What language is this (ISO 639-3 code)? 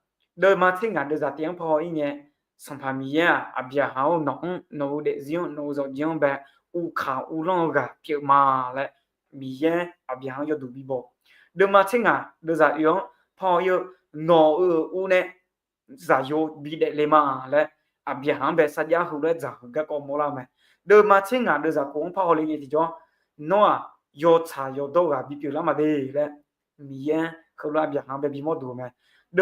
ahk